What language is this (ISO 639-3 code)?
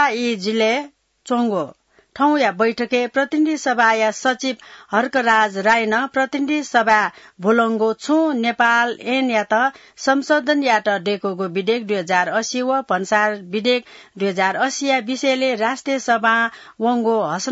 new